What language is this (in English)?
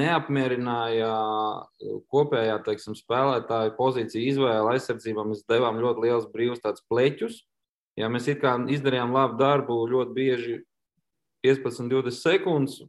Latvian